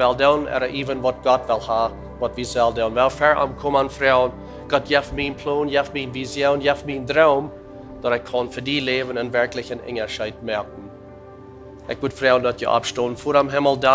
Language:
Plautdietsch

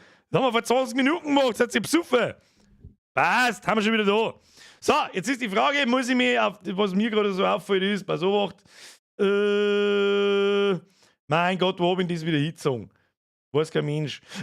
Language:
Bavarian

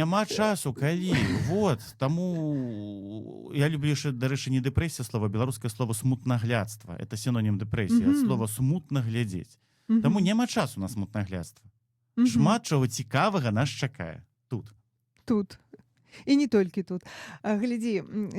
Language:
Belarusian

